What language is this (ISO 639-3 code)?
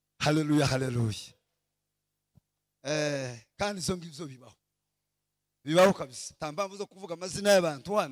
kin